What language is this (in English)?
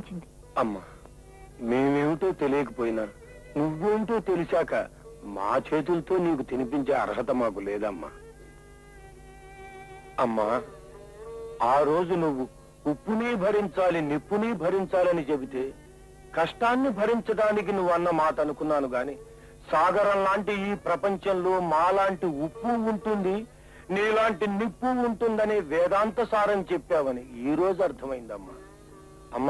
Telugu